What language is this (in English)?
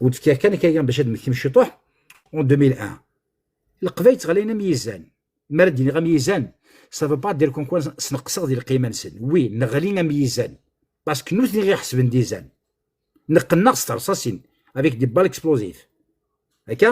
Kabyle